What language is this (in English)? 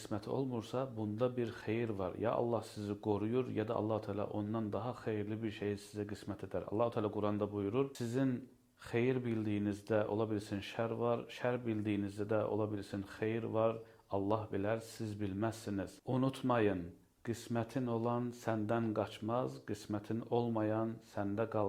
Azerbaijani